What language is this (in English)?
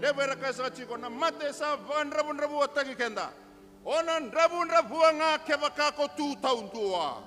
Fijian